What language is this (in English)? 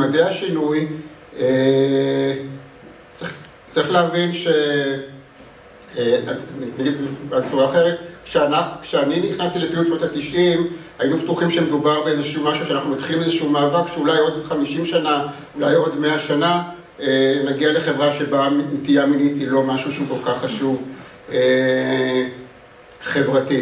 Hebrew